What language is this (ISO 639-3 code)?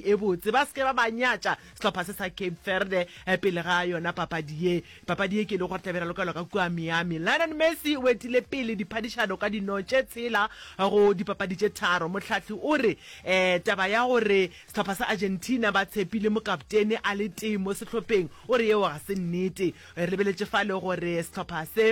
nso